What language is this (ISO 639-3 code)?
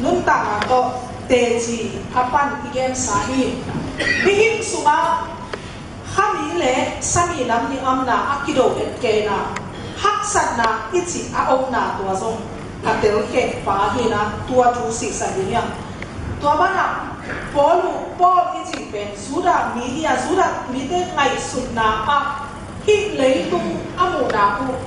ctd